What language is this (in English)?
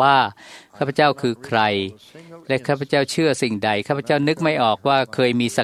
Thai